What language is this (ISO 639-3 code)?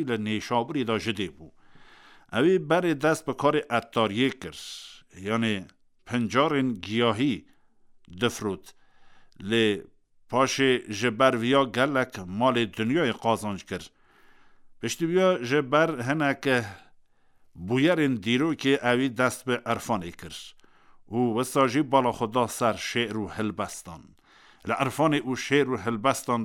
kur